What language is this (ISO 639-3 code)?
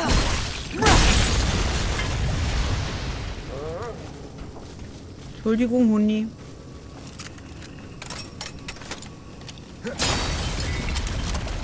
deu